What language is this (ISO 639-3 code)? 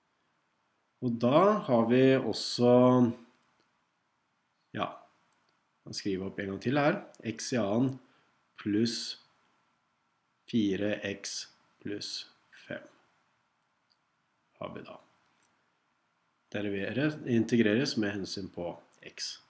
nor